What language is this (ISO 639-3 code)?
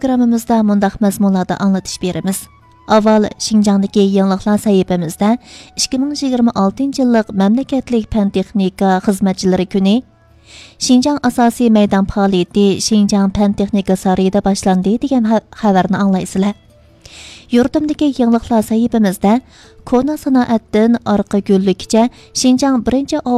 uig